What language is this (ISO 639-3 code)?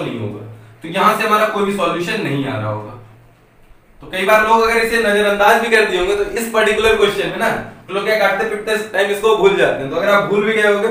hin